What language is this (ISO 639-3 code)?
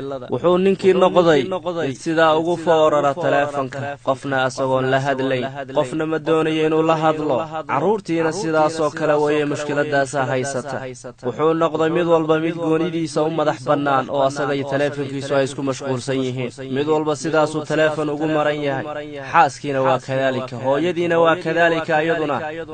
som